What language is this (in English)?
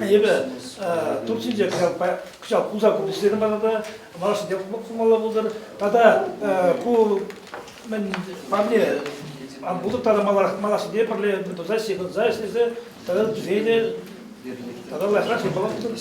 Chuvash